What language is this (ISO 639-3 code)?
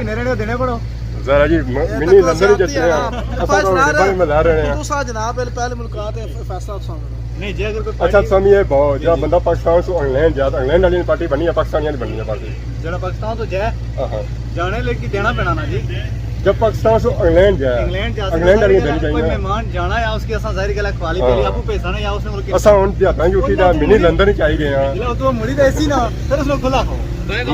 phr